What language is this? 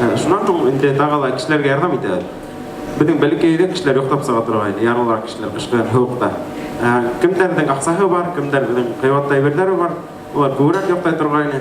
Bashkir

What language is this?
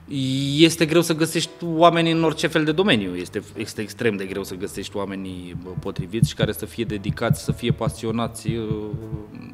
Romanian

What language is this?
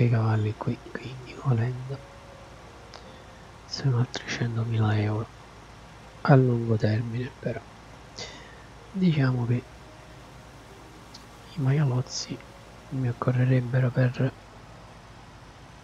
Italian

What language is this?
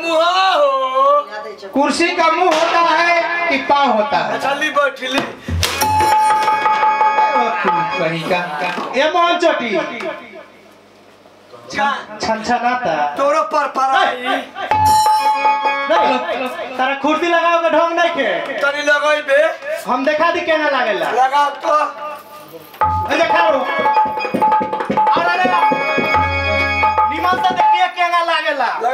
Bhojpuri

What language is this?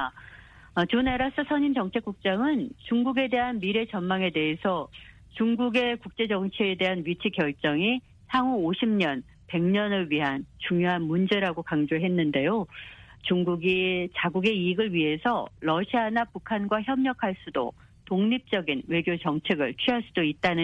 Korean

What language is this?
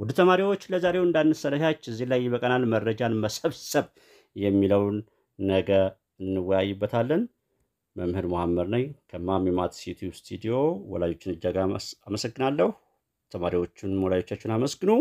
Amharic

